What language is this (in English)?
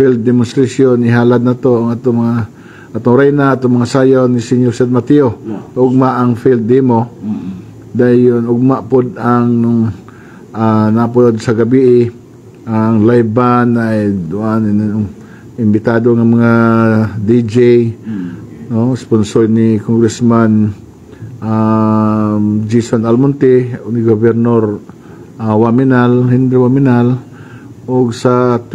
Cebuano